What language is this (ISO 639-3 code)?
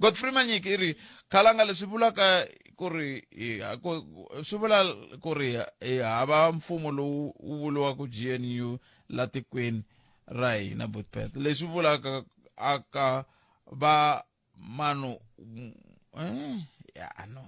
tso